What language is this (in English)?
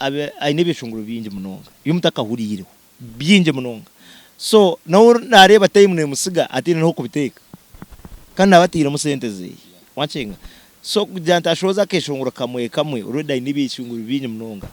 Nyankole